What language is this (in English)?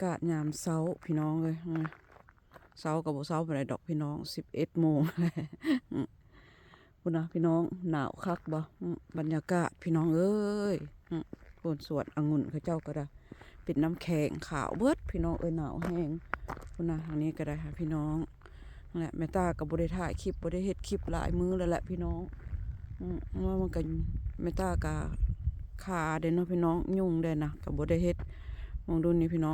Lao